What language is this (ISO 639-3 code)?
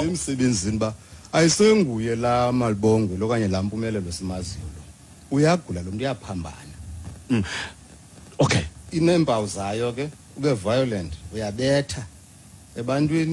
xho